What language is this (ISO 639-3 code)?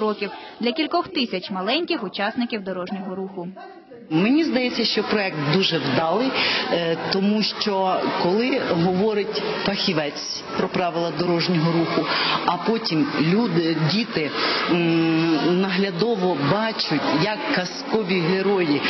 ukr